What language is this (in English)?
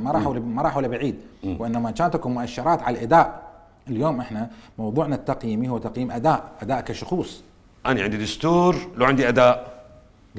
Mesopotamian Arabic